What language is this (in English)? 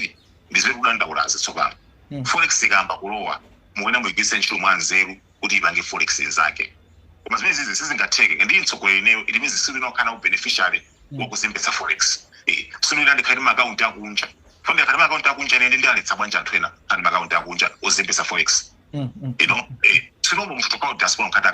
Nyanja